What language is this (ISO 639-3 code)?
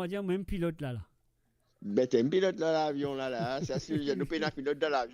mfe